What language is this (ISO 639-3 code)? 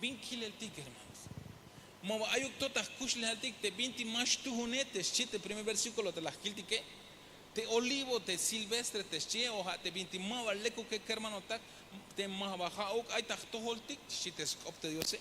tzh